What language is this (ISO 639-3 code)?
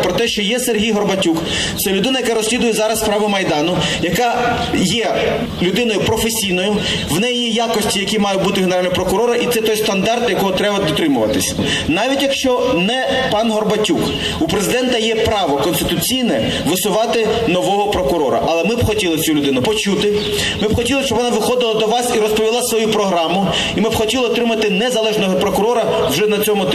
ukr